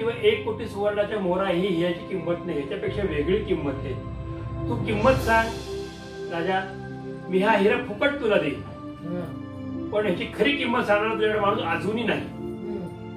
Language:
Marathi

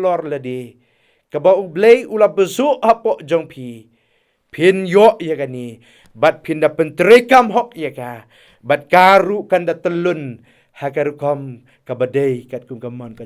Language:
Khasi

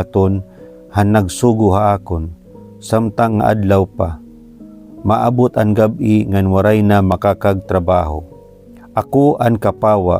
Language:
Waray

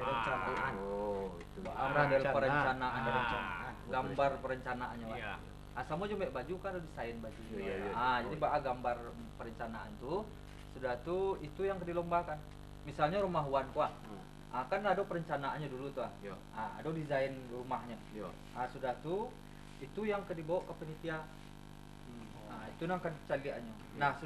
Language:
Minangkabau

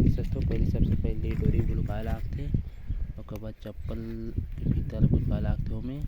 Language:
Chhattisgarhi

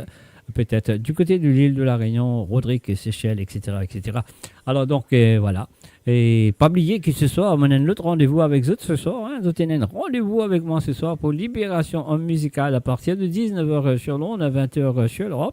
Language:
Morisyen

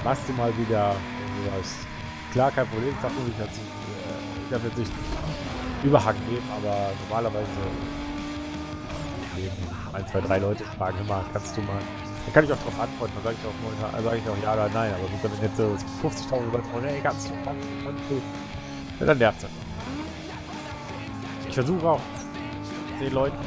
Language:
German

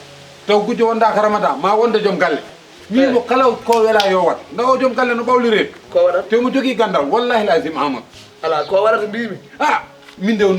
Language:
Fula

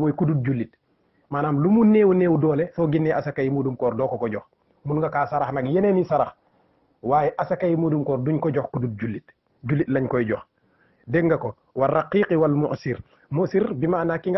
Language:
Wolof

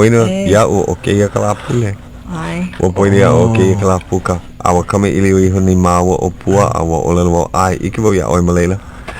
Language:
Hawaiian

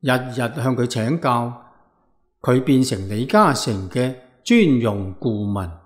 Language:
Cantonese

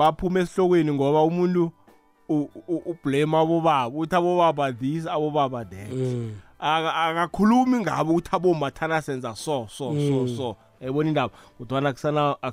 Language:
South Ndebele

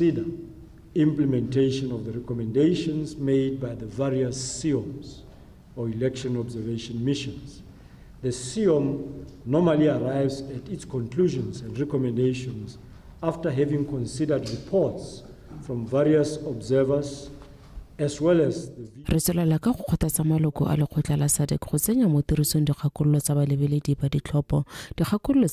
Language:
Tswana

